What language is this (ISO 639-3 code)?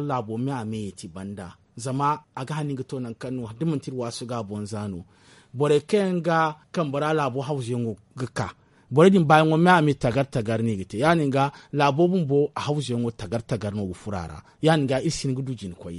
dje